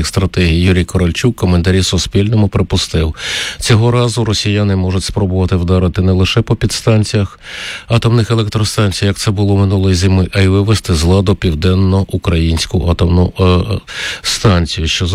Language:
Ukrainian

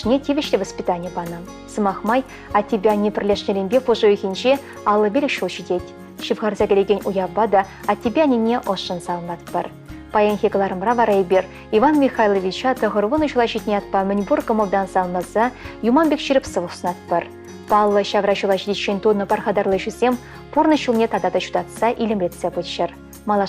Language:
Chuvash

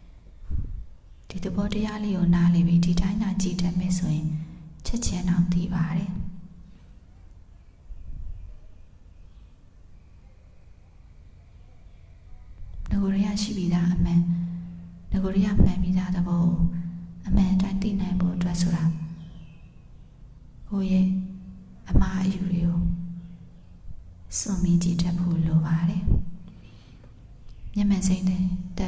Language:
Burmese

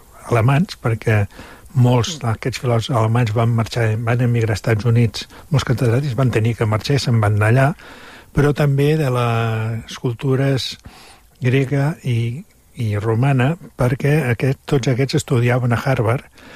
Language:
Catalan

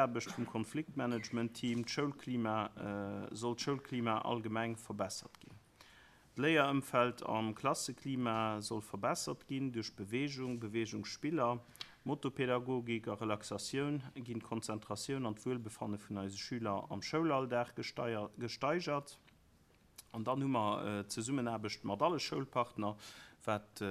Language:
Luxembourgish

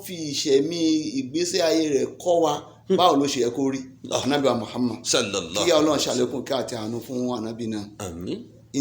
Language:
Yoruba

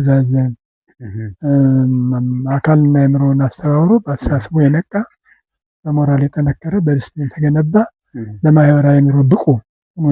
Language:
Amharic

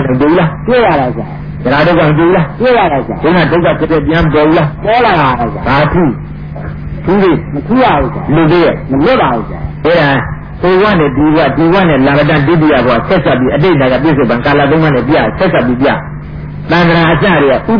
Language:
Burmese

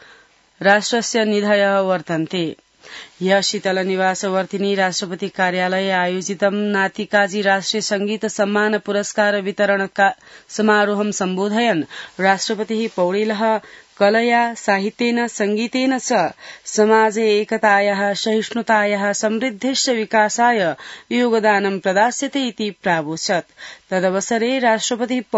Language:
Sanskrit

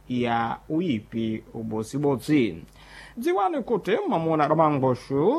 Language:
Sena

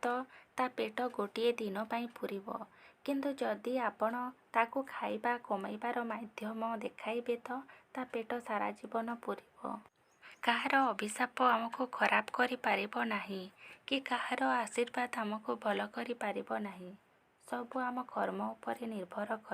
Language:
Odia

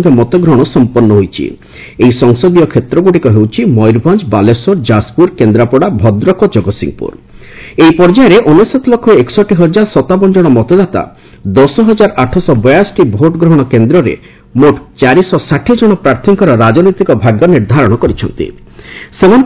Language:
Odia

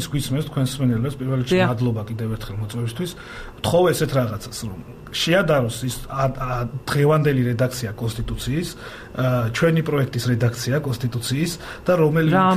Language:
Georgian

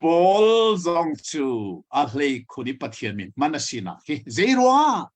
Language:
Hakha Chin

